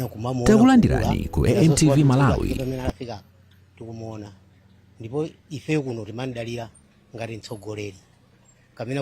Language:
Nyanja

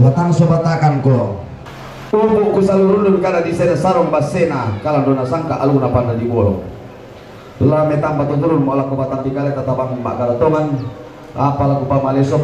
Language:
Toraja-Sa'dan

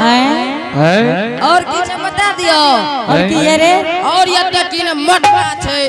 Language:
Angika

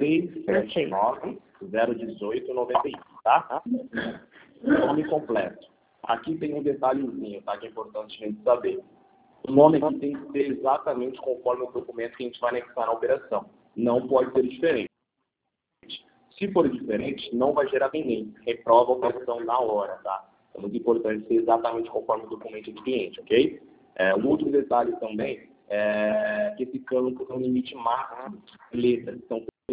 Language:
Portuguese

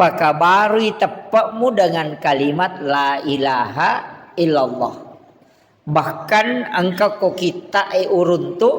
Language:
Buginese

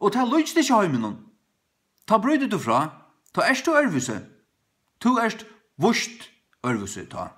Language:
Faroese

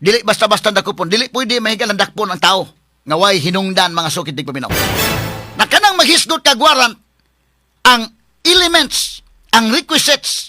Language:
Cebuano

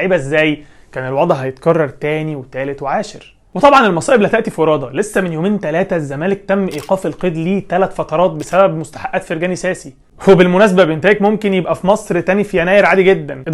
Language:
Egyptian Arabic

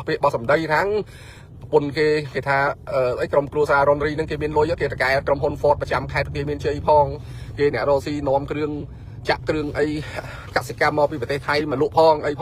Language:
Khmer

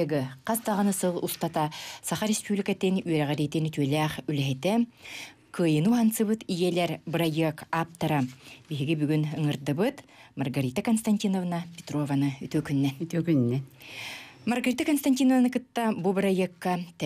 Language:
Yakut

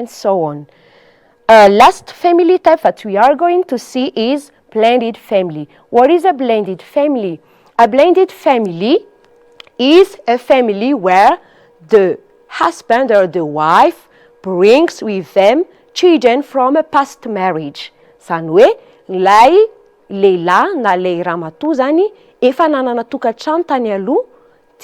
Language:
Malagasy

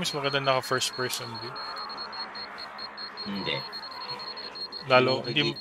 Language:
Filipino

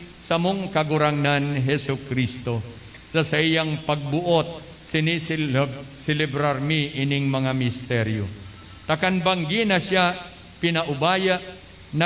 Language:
Bikol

